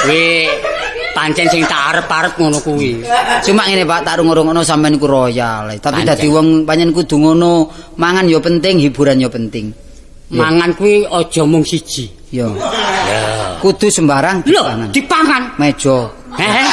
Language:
Javanese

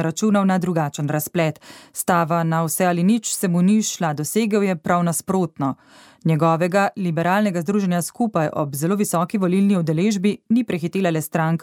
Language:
Slovenian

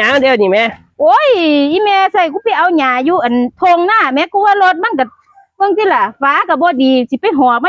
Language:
Northeastern Thai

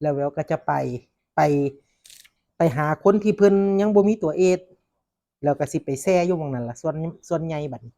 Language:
Northeastern Thai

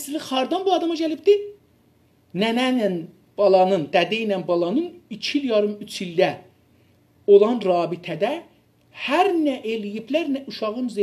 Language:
South Azerbaijani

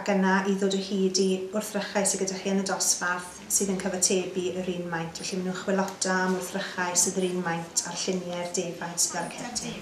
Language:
Welsh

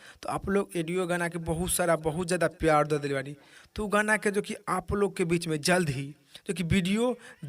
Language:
Bhojpuri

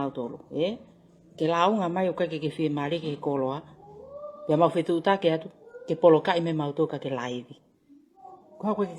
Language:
Tongan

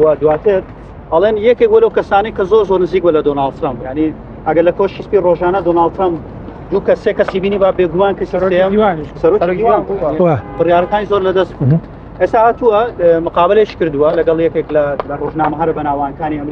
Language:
Central Kurdish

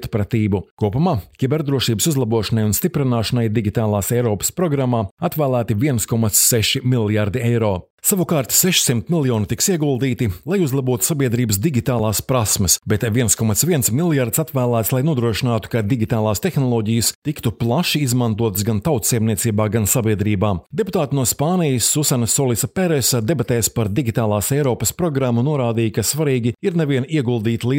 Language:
Latvian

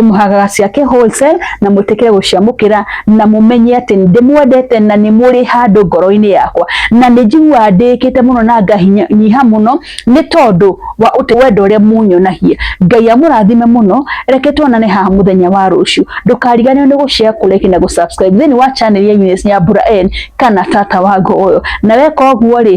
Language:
Kikuyu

